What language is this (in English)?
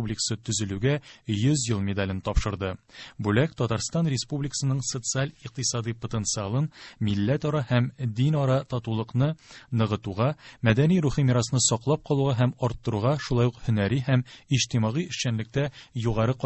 Tatar